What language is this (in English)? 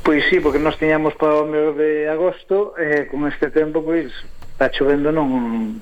Galician